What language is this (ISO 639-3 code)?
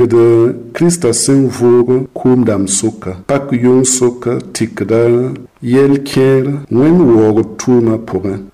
mos